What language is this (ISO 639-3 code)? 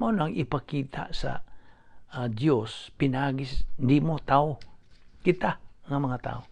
ceb